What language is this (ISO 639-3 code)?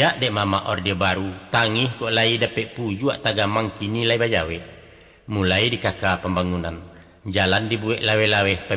min